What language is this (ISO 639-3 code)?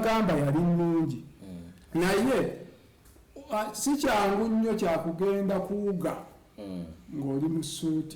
lug